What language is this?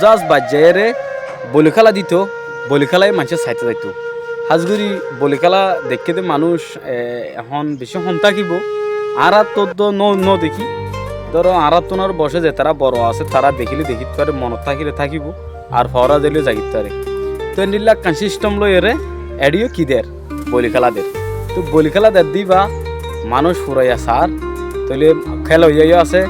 Rohingya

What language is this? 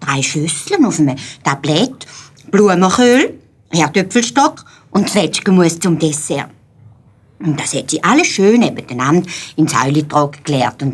Swiss German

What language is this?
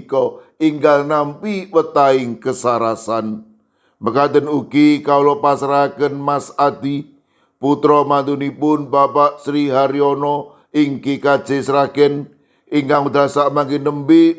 Javanese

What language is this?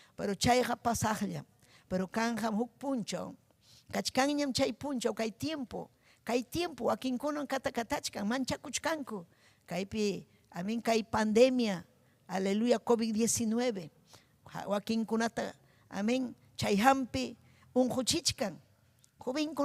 Ayacucho Quechua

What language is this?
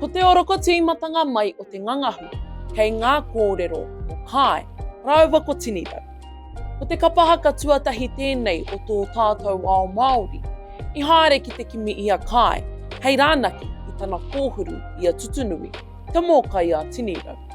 Māori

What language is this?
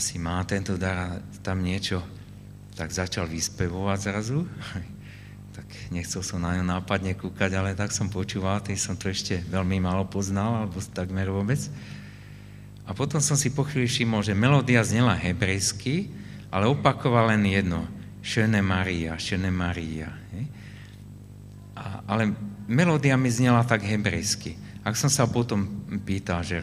Slovak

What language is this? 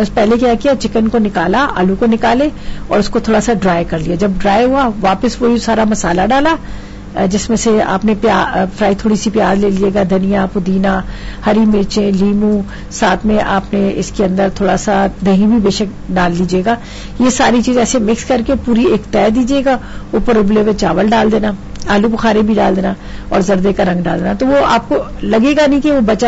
Urdu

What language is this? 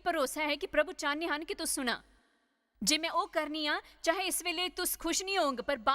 Dogri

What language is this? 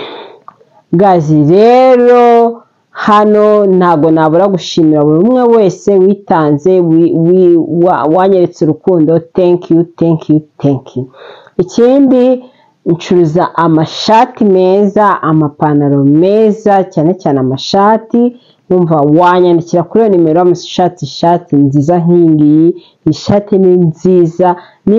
Kinyarwanda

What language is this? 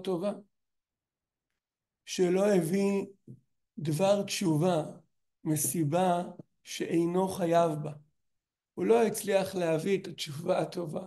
Hebrew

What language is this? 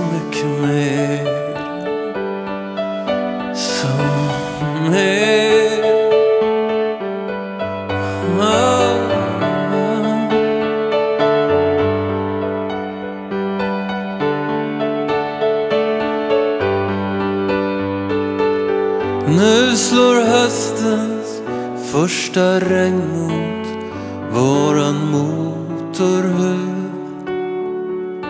Swedish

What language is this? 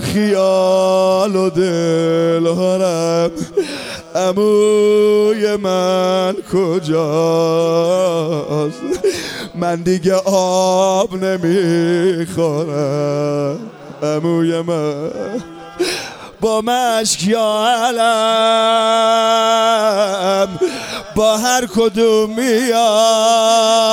Persian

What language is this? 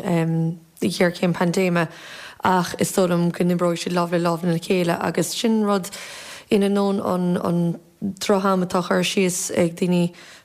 Irish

